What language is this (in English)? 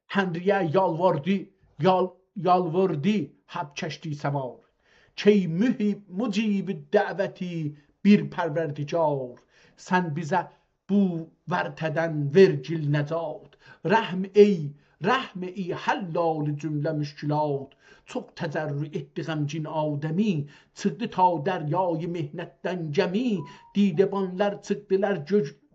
South Azerbaijani